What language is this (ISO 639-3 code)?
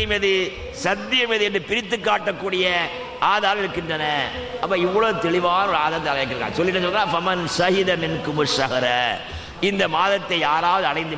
tam